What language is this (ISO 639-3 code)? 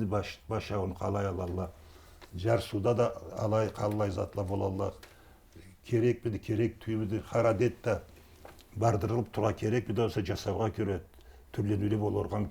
krc